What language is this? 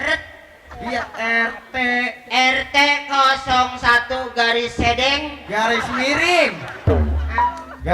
Betawi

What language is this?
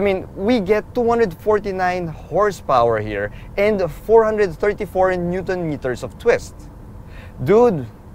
English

